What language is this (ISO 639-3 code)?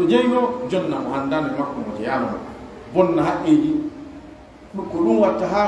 fuf